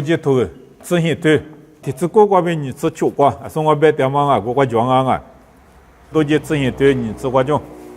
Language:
Lisu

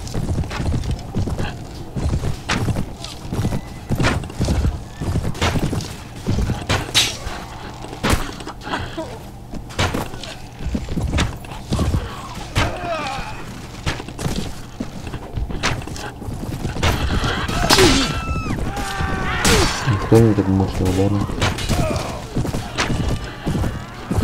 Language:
Russian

